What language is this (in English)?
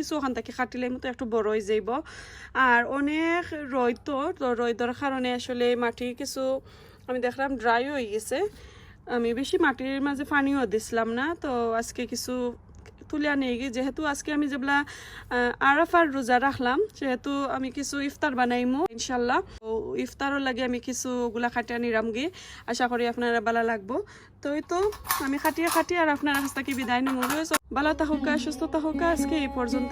Sylheti